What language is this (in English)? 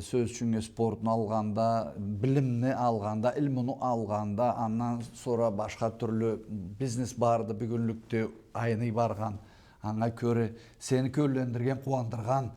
Karachay-Balkar